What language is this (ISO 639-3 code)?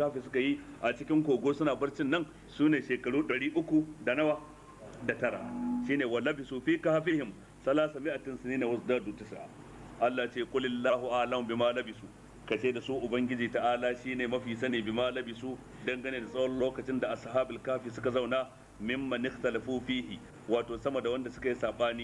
hau